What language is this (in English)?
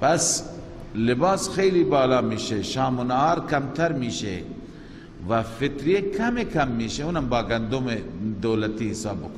Persian